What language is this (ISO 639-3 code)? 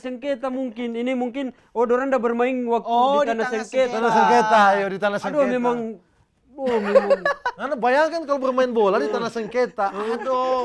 xmm